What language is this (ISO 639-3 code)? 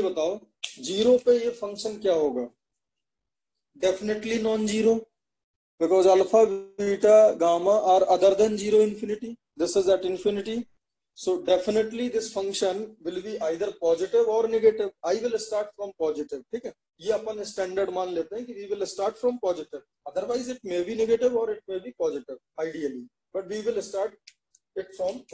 hin